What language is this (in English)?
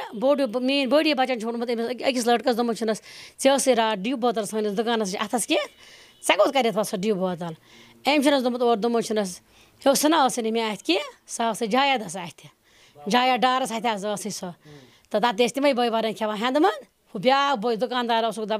Kashmiri